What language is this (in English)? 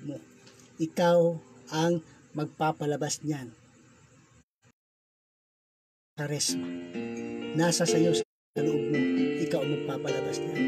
Filipino